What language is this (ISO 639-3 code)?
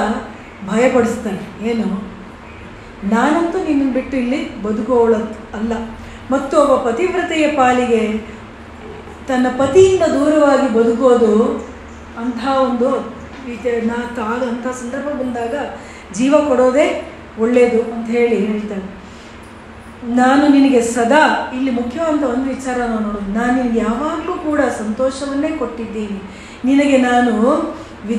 kan